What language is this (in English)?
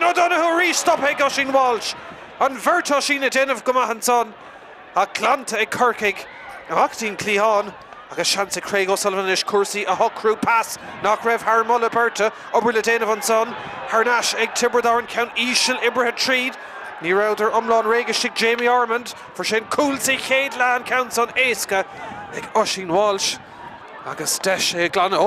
Irish